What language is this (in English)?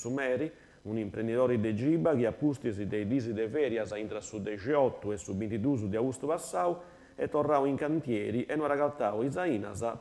Sardinian